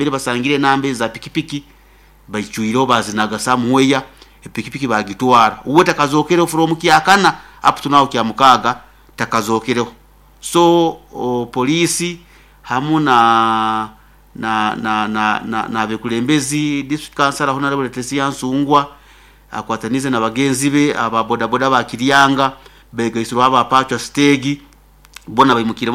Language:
Nyoro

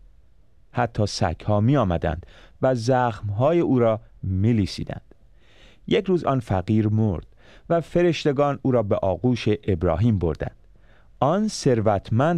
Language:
Persian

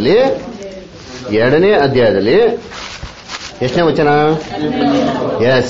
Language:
Kannada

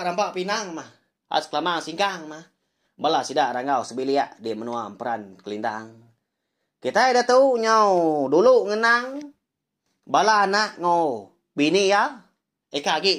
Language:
Iban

